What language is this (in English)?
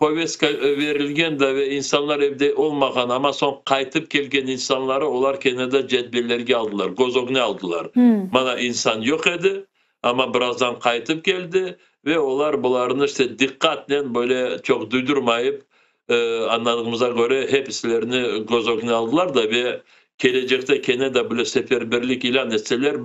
Crimean Tatar